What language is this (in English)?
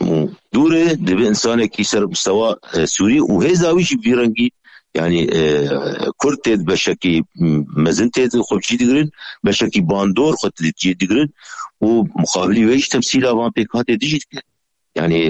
Kurdish